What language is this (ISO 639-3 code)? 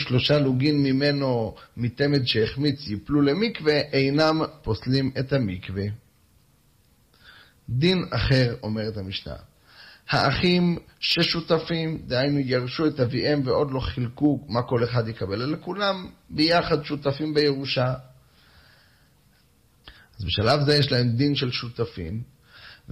heb